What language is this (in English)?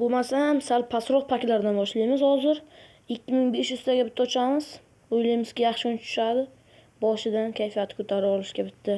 Uzbek